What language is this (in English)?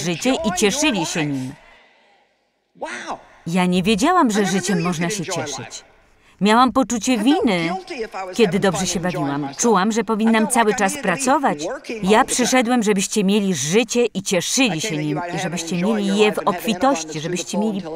Polish